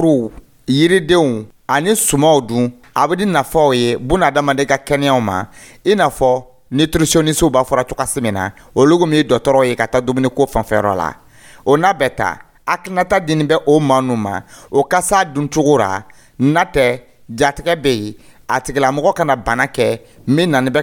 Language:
Dyula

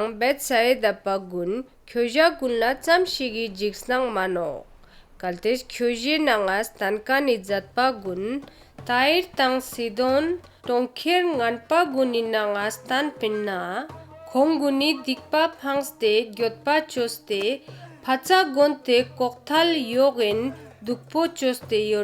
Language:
Ladakhi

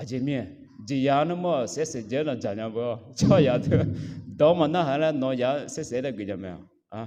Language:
Akha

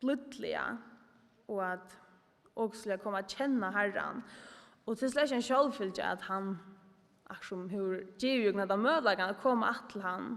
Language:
Faroese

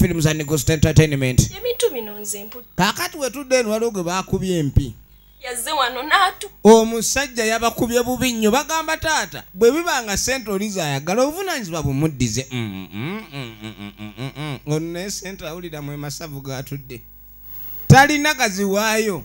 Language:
Ganda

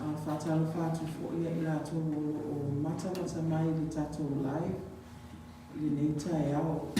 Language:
Samoan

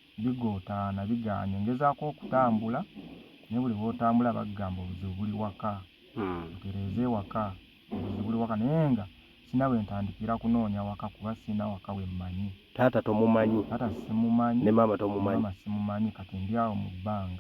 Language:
Ganda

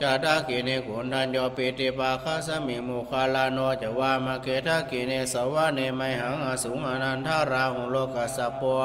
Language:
Pali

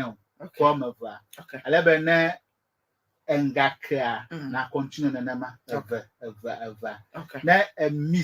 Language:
Ewe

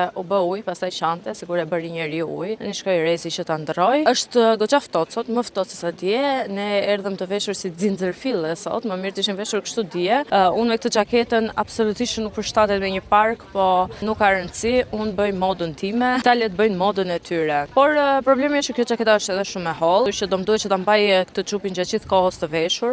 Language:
Albanian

